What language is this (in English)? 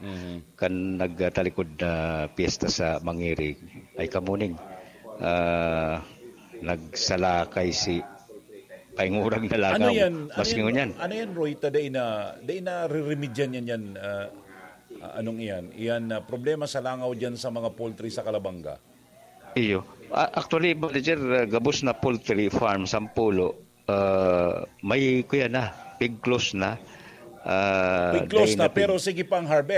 Bikol